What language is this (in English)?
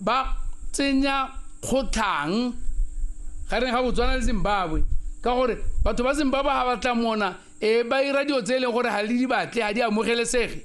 Tswana